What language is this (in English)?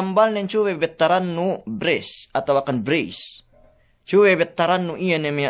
Yakan